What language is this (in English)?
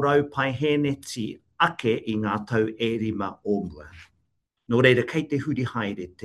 Māori